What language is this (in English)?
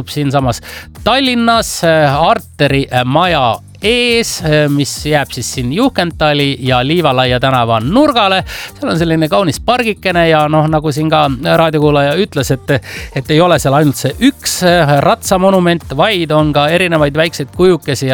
Estonian